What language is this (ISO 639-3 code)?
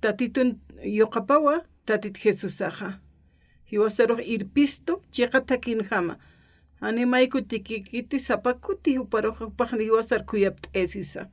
aym